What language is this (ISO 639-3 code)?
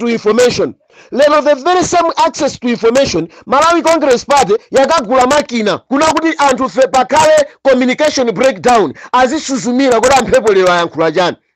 nya